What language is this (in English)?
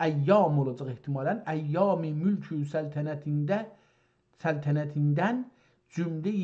South Azerbaijani